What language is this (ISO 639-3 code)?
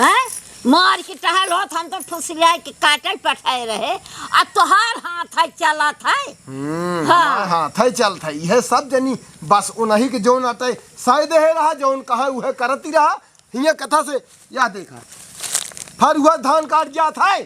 awa